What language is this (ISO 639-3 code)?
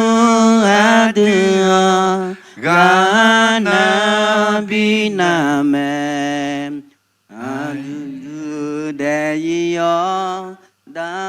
ahk